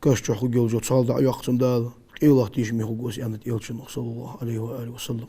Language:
Ingush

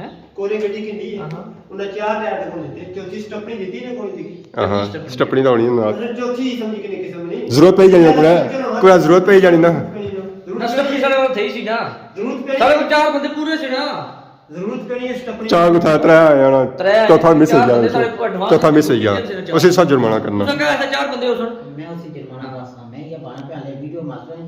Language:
Pahari-Potwari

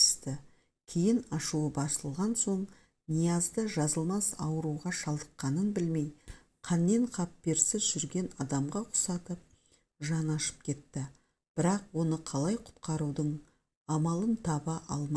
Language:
Kazakh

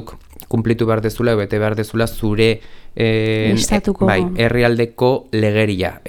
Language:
Basque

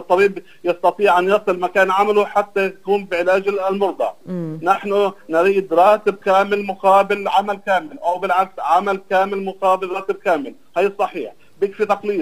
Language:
North Levantine Arabic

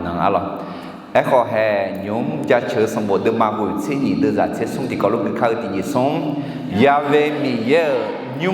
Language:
Akha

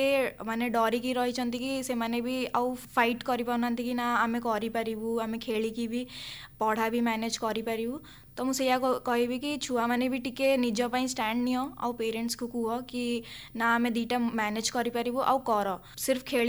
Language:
Odia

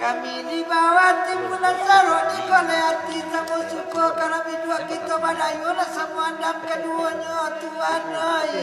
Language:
Minangkabau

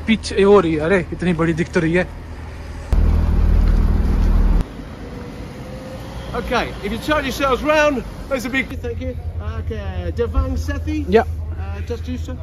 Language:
Hindi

